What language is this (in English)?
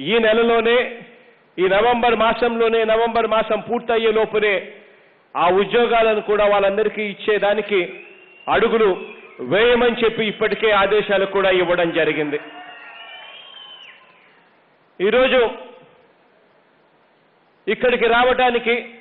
Telugu